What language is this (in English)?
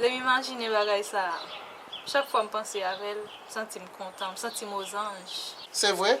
Haitian Creole